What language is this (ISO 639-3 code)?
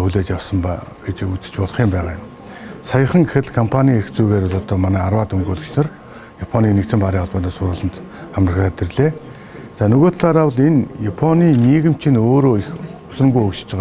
mon